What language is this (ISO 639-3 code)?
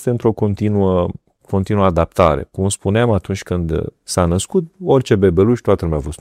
ron